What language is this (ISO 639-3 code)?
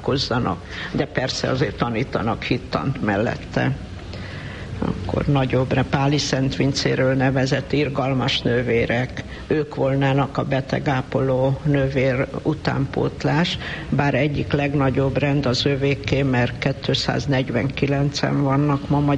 hun